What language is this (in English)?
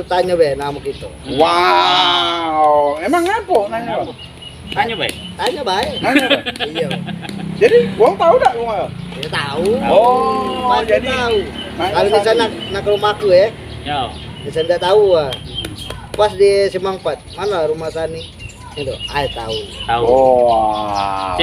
Musi